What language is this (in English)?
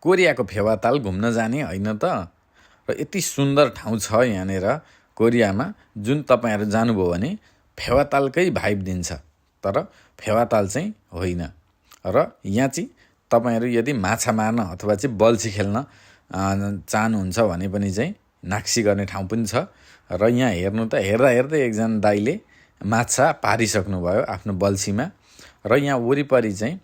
Nepali